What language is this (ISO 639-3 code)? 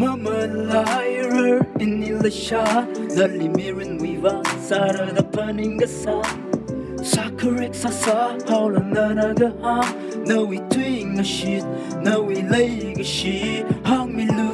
nmf